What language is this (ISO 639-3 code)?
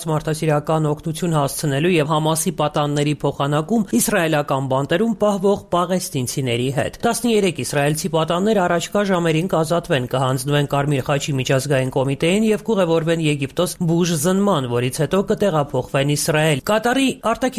hye